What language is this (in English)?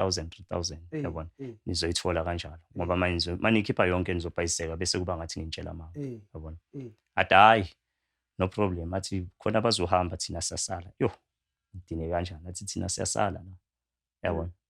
Zulu